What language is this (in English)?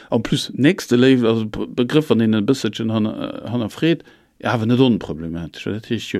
Luxembourgish